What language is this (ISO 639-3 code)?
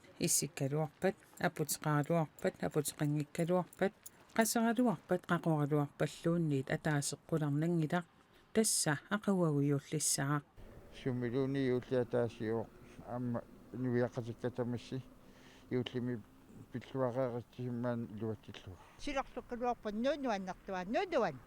kal